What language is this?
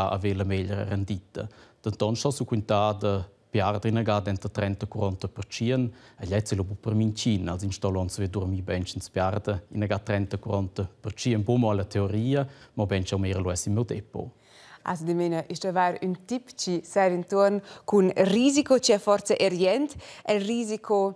Romansh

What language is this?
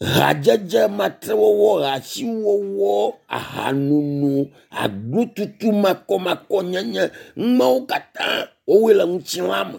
Ewe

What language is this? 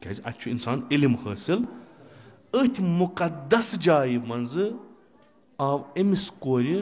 Kashmiri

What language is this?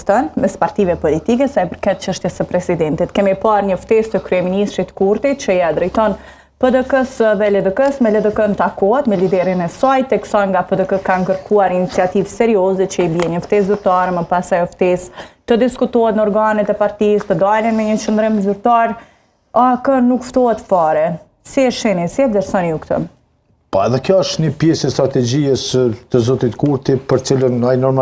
Albanian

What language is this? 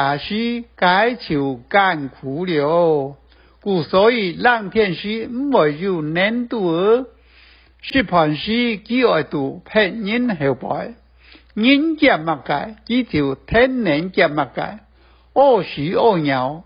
Hakka Chinese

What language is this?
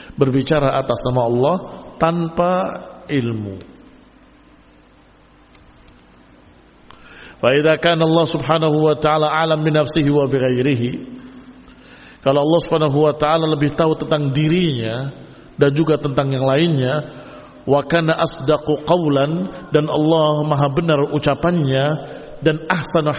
Indonesian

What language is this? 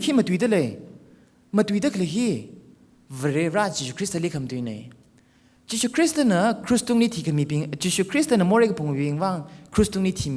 Tangkhul Naga (India)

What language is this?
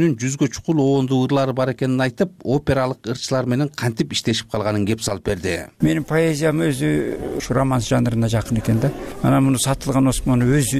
Kyrgyz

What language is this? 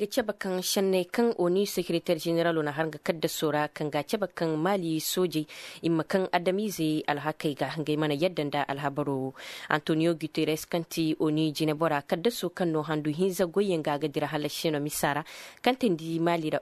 Koyraboro Senni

